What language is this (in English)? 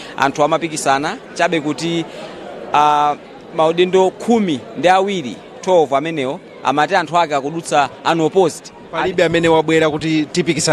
Nyanja